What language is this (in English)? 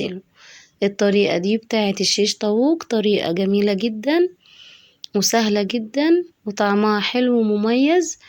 Egyptian Arabic